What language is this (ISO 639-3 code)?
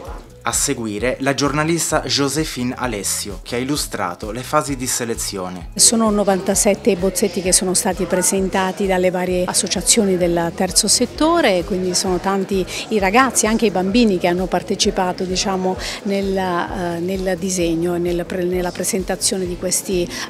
ita